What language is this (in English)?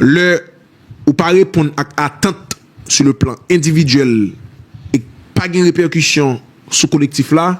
Haitian Creole